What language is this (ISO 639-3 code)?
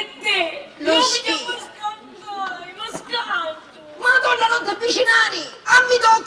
scn